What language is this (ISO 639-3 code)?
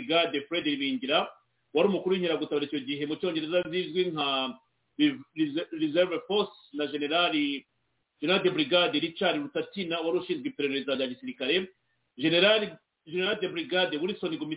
kin